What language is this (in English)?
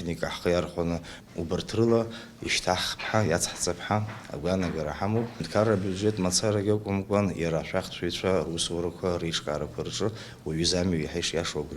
Abkhazian